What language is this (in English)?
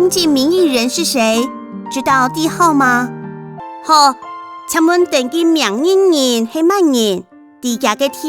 Hakka Chinese